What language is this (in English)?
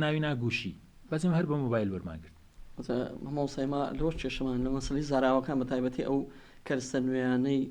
Central Kurdish